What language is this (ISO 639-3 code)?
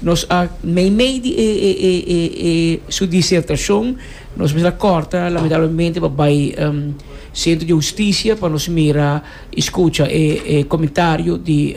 pap